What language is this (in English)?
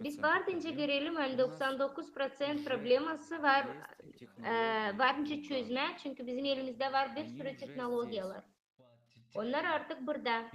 Gagauz